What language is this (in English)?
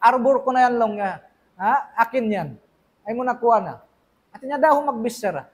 Tausug